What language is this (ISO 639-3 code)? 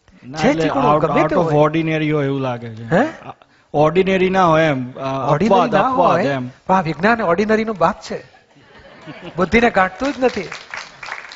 guj